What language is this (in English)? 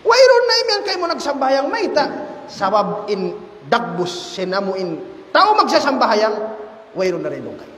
Tausug